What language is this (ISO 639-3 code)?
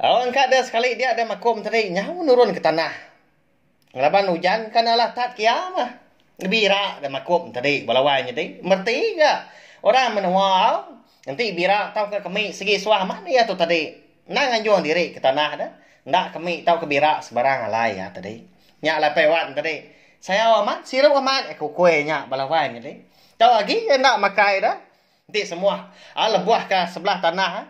iba